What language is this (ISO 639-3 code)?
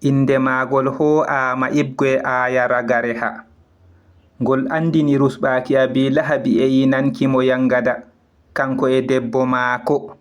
ful